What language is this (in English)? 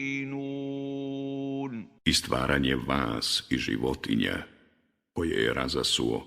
Bosnian